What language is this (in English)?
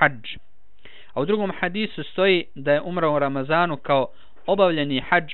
Bosnian